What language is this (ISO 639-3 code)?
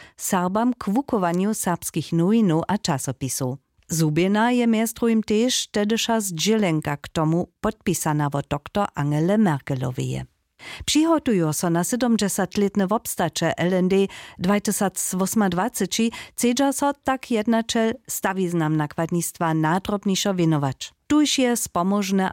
hsb